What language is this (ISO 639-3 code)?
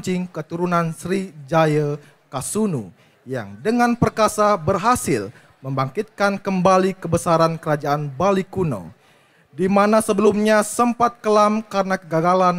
ind